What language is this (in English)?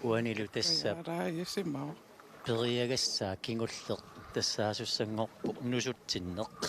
Kalaallisut